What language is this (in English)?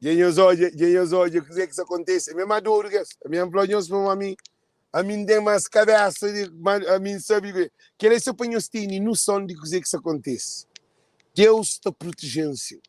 Kabuverdianu